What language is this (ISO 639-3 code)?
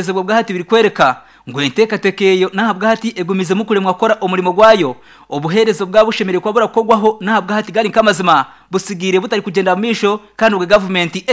nyn